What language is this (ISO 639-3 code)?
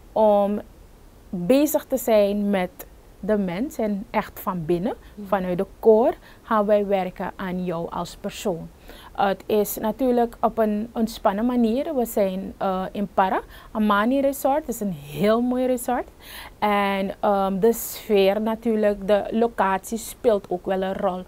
nld